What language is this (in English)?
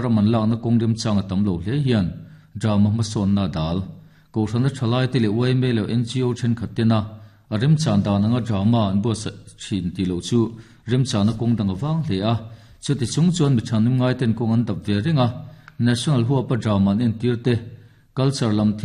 Mizo